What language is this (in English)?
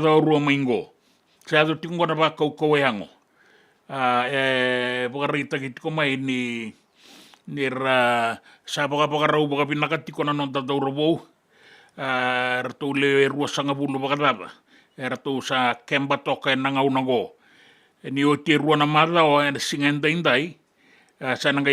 Fijian